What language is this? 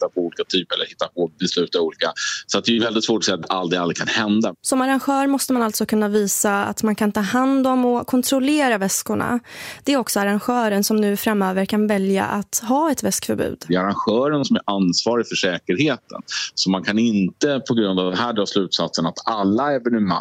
Swedish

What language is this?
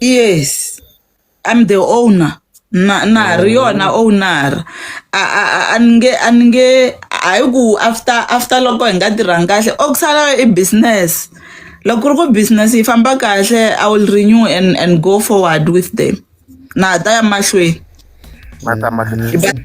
Tsonga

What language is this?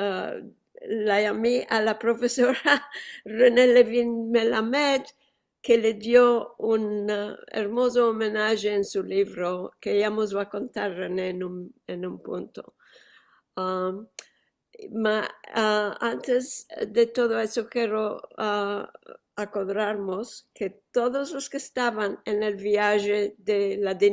Ladino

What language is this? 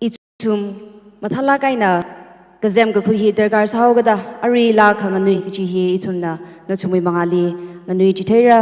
Tangkhul Naga (India)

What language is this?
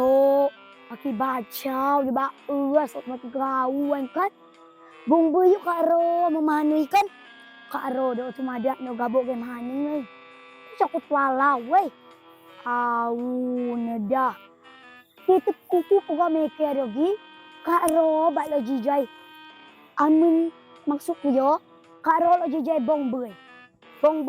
Rejang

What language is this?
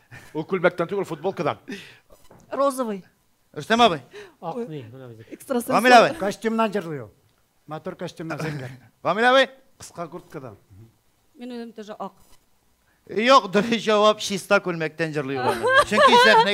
Tatar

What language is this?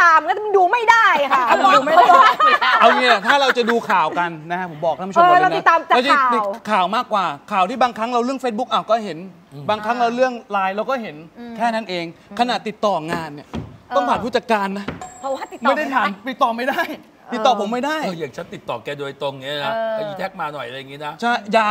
Thai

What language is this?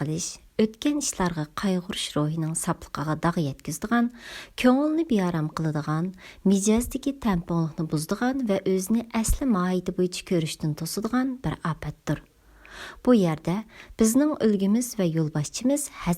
Uyghur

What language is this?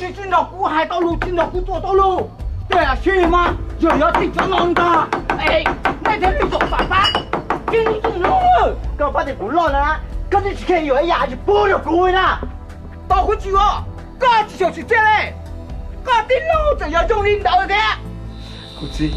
Hmong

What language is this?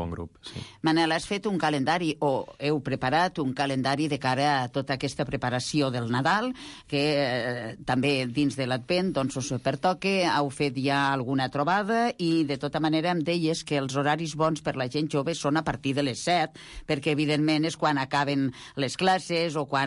Catalan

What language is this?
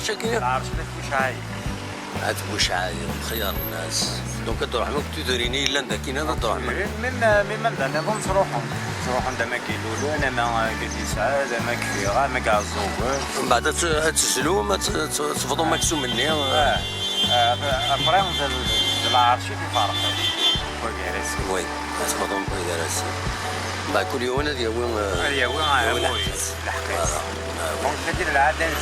Kabyle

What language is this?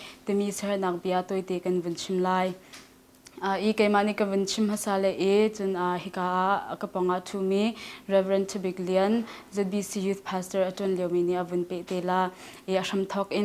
Hakha Chin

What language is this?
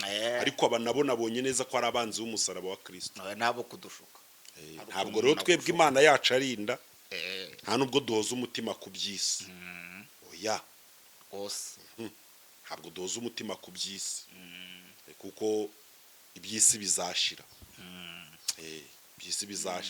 Kinyarwanda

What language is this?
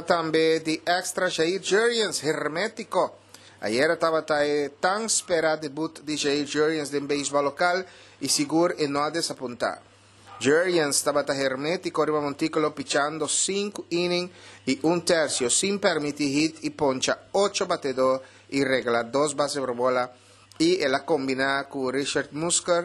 Papiamento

